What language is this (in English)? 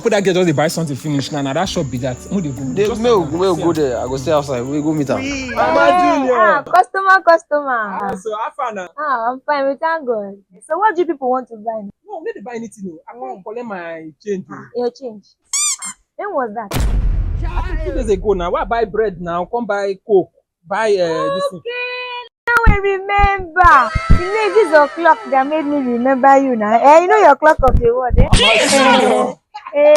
Nigerian Pidgin